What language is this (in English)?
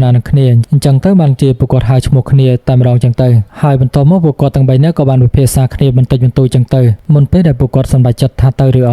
Khmer